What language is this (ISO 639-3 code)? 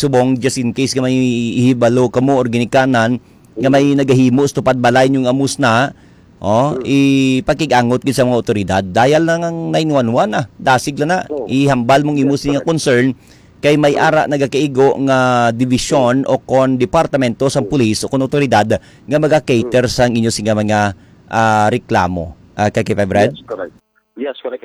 hil